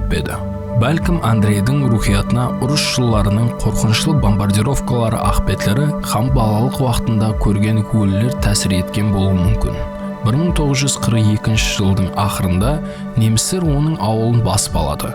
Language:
Kara-Kalpak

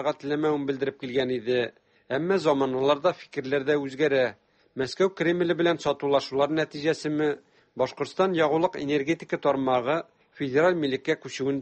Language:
Tatar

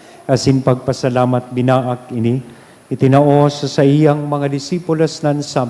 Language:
Bikol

